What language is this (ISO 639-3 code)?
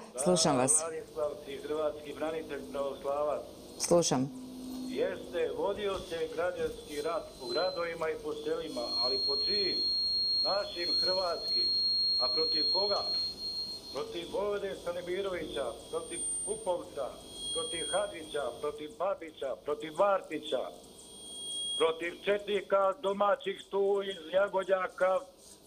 hrv